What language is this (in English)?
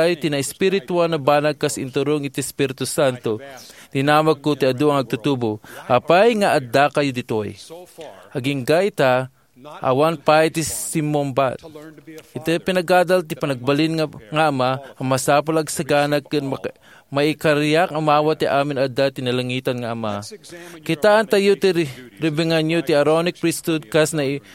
Iloko